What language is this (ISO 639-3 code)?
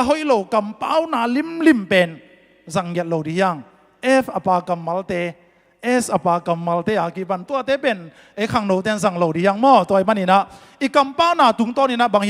ctd